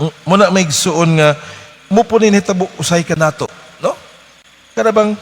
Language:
Cebuano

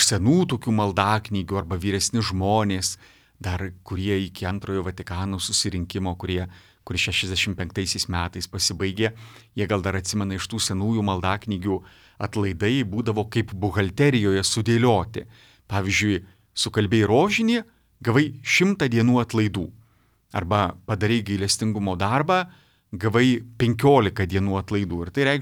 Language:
Lithuanian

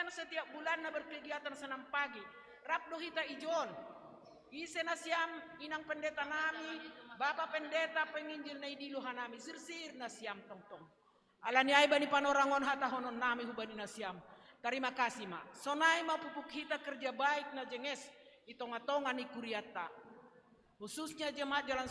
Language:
Batak Simalungun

